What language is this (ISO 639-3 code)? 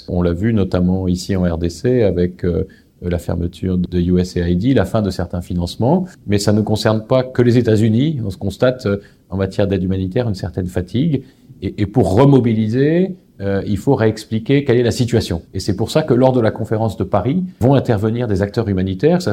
fra